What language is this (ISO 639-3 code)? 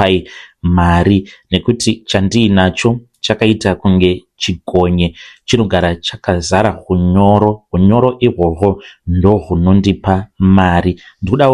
sna